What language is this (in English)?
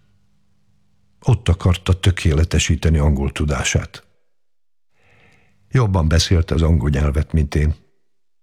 Hungarian